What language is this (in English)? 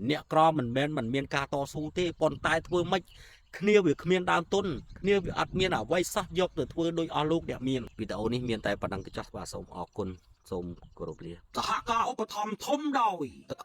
Khmer